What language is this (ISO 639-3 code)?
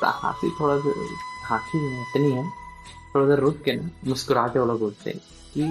hne